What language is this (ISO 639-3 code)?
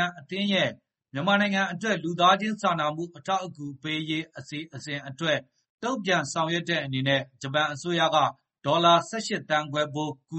mya